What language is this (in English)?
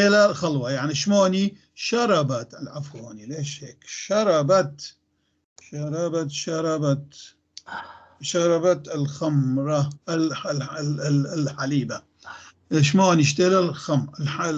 North Levantine Arabic